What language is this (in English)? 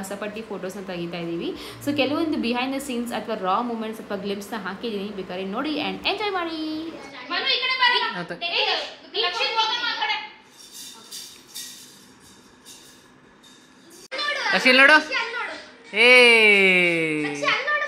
Kannada